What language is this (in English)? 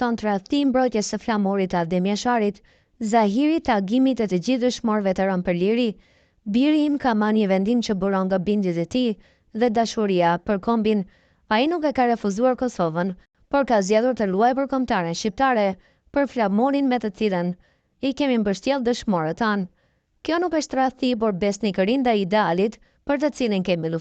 Albanian